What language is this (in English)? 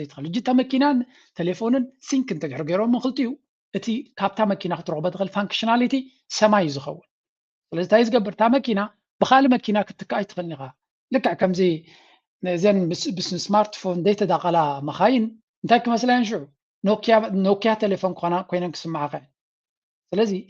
Tigrinya